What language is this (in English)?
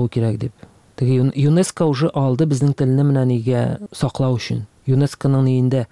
Tatar